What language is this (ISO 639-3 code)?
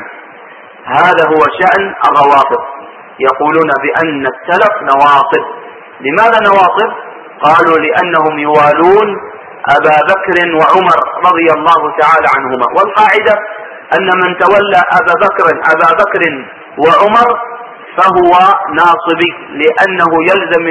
ara